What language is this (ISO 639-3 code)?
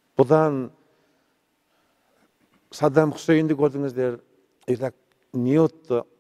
kaz